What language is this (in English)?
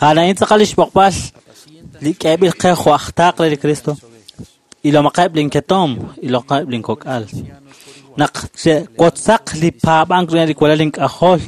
Kekchí